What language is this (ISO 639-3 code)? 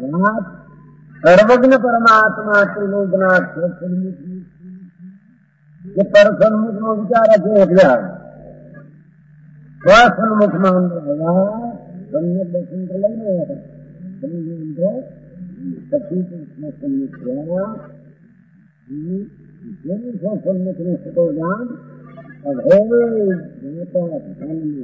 guj